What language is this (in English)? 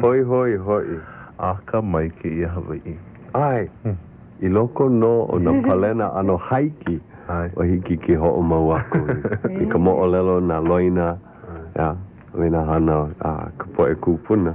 Hawaiian